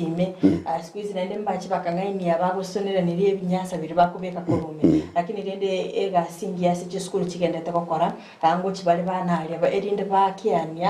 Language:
Gusii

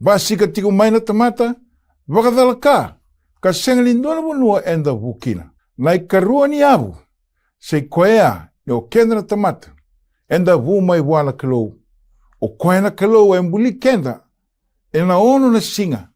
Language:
Fijian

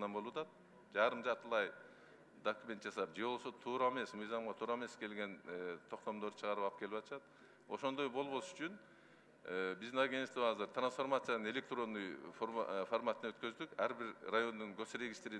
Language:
Kyrgyz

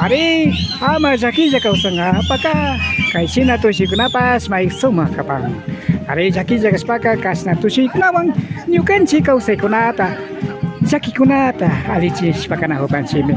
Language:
Imbabura Highland Quichua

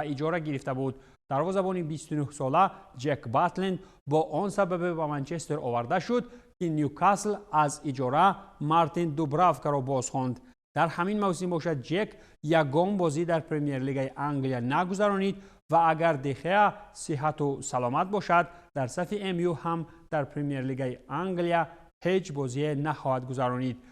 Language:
Tajik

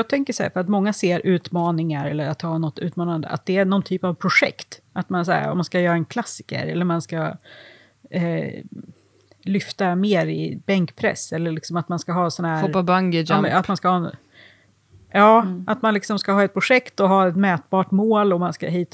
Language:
Swedish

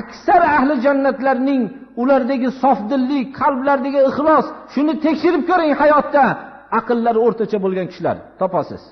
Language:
Uzbek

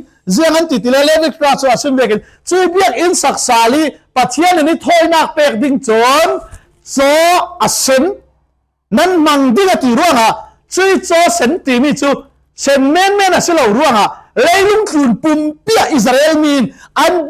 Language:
Falam Chin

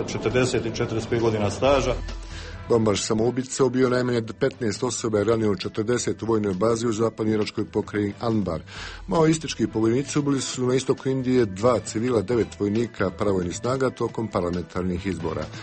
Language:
Bosnian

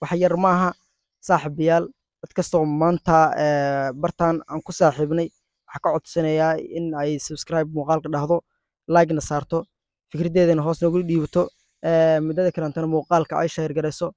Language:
Somali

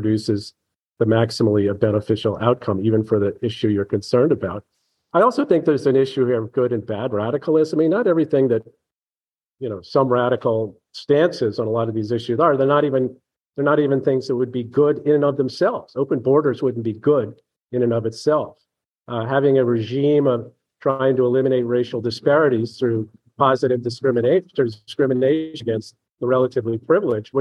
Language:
English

